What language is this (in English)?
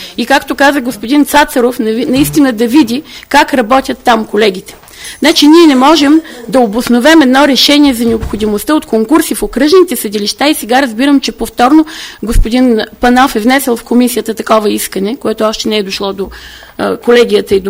Bulgarian